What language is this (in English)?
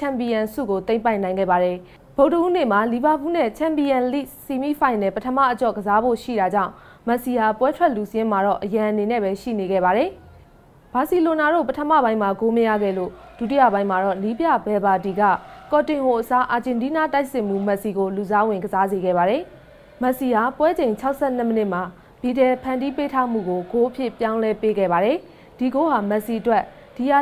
Burmese